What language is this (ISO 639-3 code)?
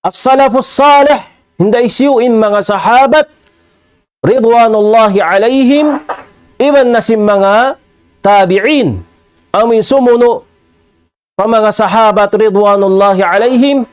tsg